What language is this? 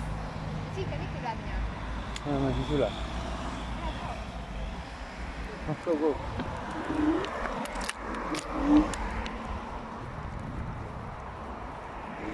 Estonian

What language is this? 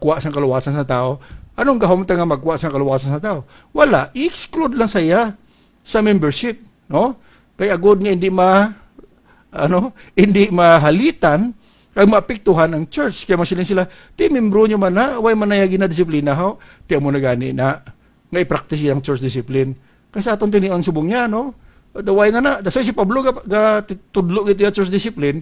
Hiligaynon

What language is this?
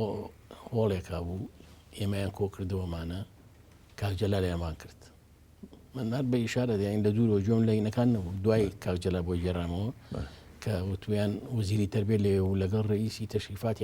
Central Kurdish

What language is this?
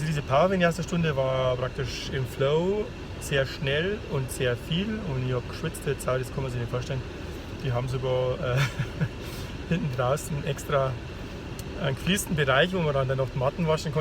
Bavarian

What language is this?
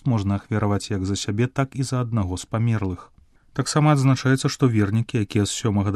Belarusian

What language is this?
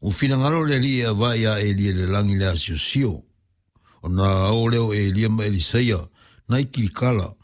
Samoan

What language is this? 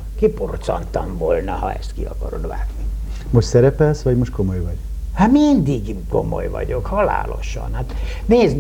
Hungarian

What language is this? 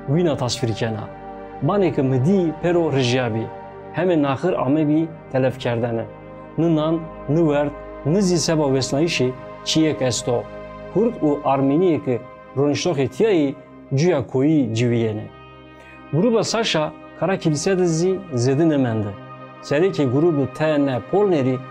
Zaza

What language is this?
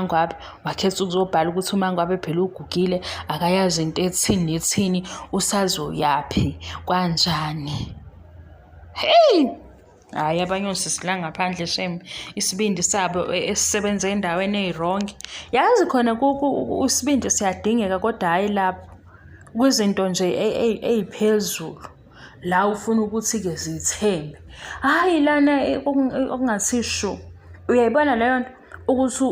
Zulu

